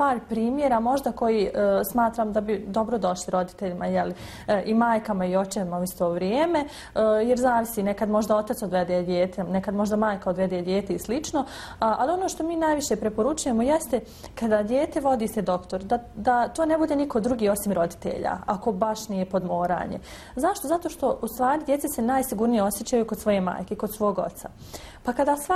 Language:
Bosnian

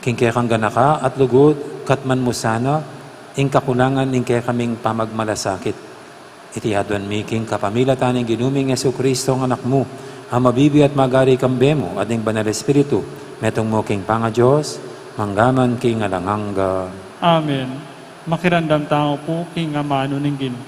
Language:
Pampanga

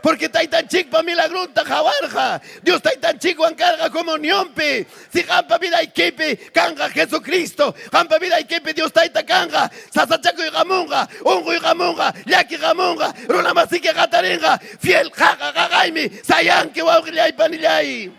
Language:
Ayacucho Quechua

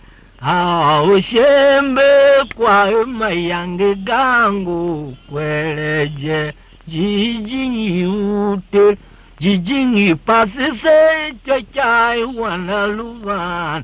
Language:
Tiv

